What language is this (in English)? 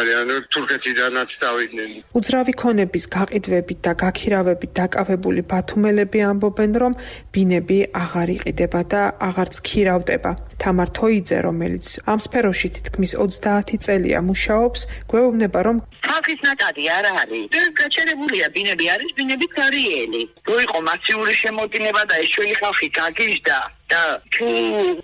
Georgian